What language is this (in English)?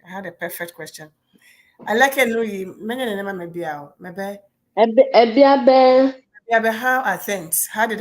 Ewe